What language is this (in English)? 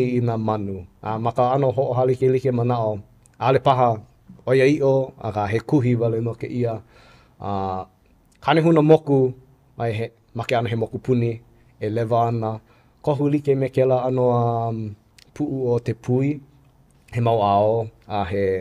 Hawaiian